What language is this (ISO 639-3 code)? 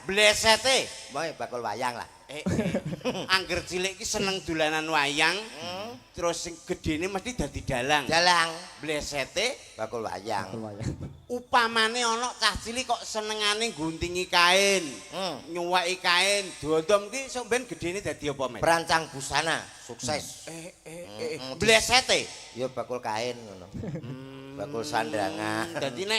jav